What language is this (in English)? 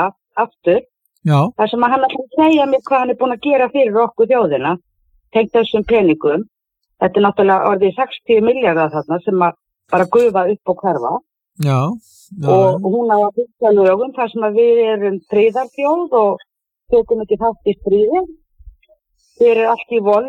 Icelandic